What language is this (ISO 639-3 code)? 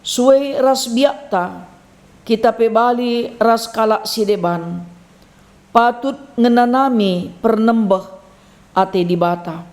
btx